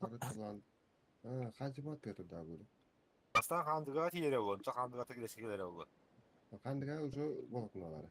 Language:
Yakut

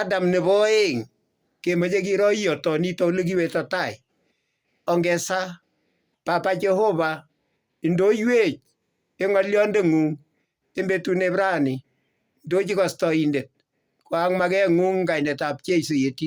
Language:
Kalenjin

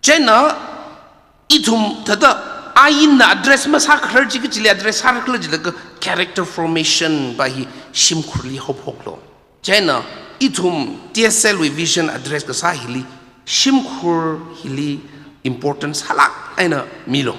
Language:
Tangkhul Naga (India)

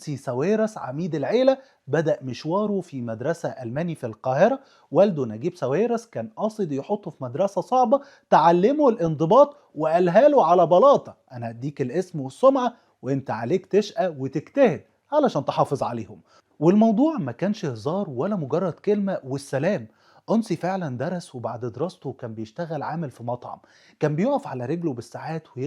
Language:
Egyptian Arabic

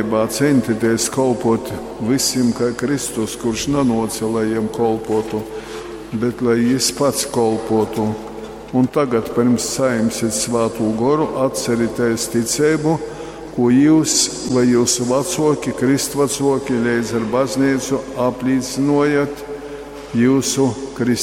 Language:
Latgalian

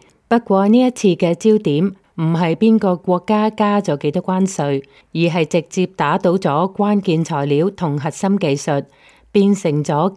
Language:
Cantonese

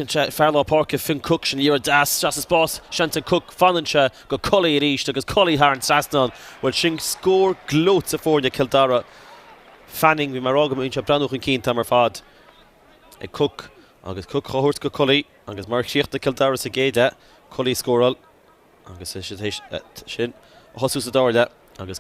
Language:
Irish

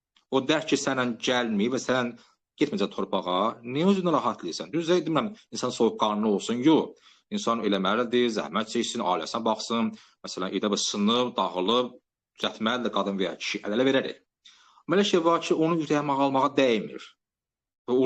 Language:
Azerbaijani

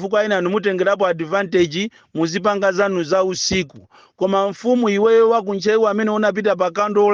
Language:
Nyanja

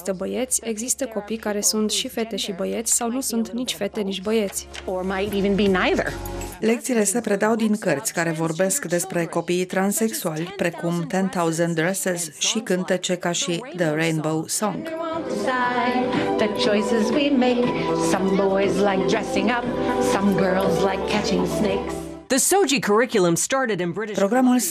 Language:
Romanian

